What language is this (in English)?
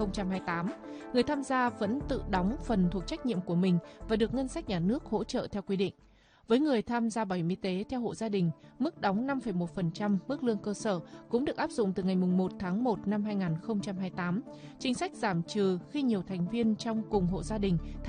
Vietnamese